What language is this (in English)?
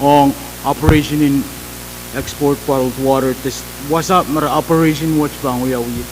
Pohnpeian